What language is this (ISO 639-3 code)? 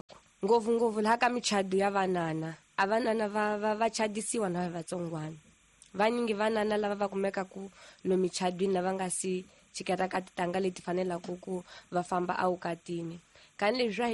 tso